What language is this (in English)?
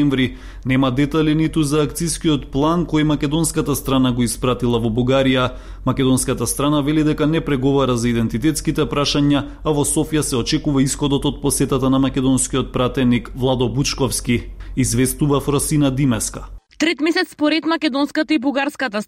Macedonian